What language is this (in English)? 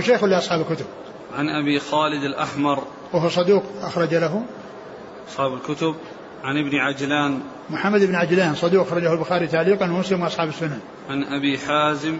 Arabic